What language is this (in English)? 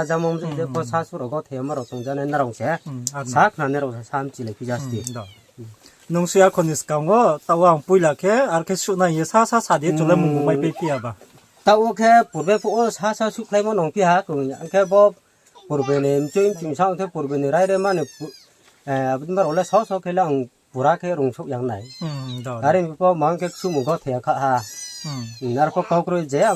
Riang (India)